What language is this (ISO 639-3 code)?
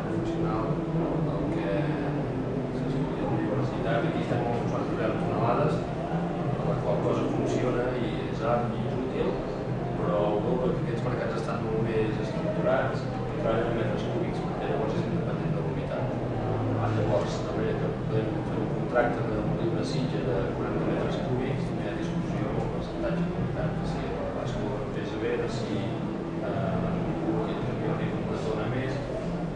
cat